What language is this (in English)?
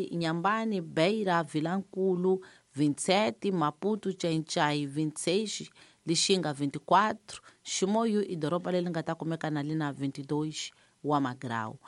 Tsonga